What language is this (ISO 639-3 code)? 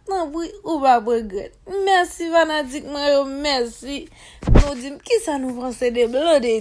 hat